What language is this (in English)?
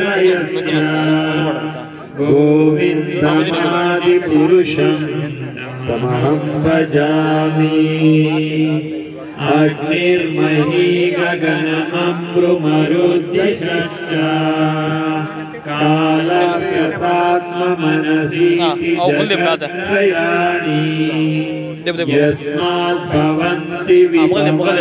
Kannada